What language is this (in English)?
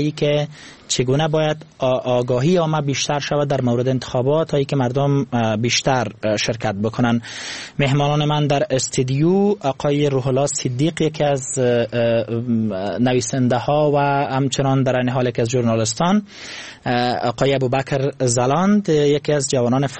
Persian